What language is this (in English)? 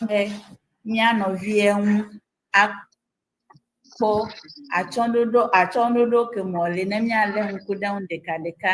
Ewe